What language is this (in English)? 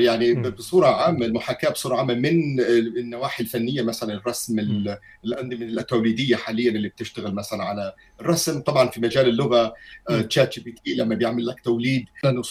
Tunisian Arabic